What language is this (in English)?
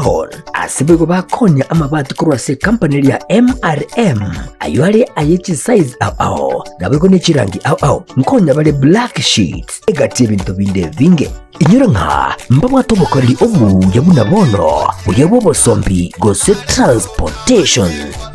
Gusii